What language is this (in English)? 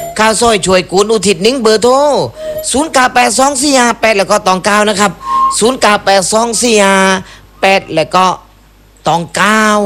Thai